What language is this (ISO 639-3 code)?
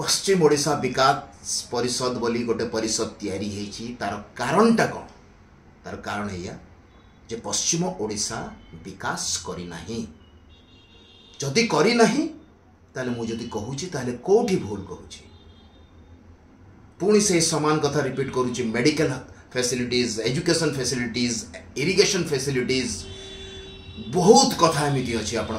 ori